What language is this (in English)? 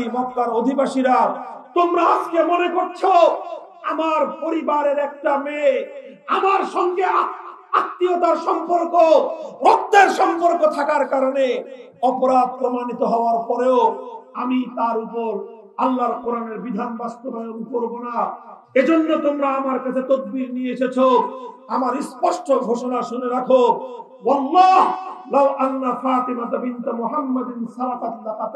Bangla